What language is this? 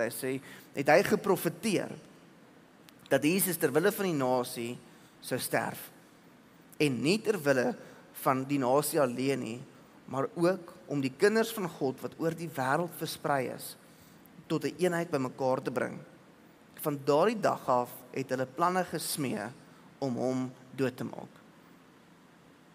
Afrikaans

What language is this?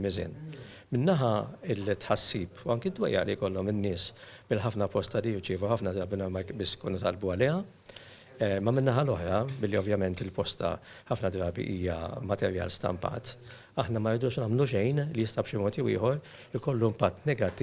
Maltese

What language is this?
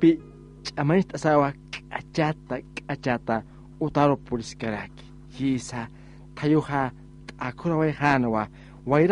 Aymara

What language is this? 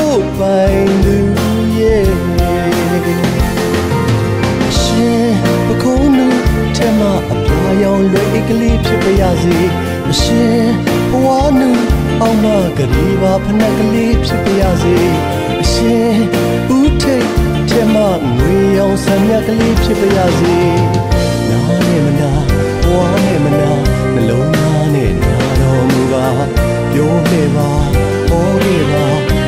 Burmese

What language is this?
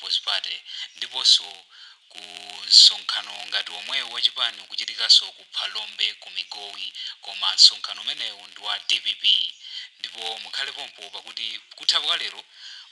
Nyanja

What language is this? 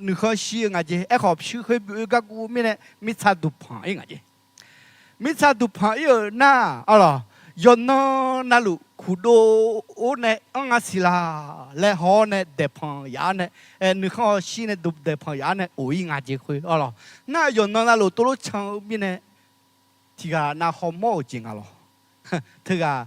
Akha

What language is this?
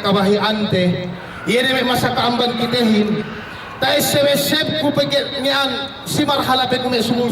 Yakan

